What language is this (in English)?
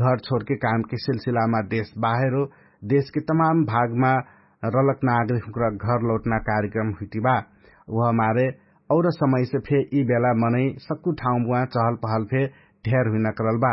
Dangaura Tharu